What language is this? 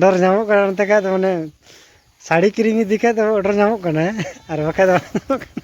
Santali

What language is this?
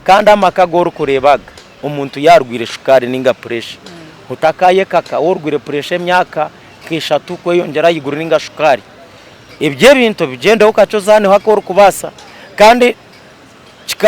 Nyankole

